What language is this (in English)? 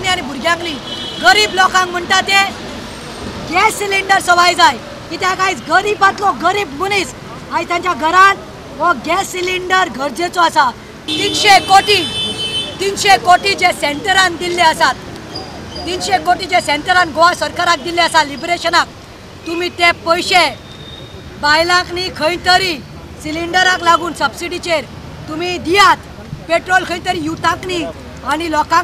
Konkani